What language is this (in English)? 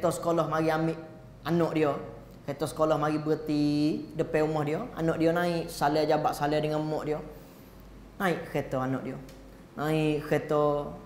Malay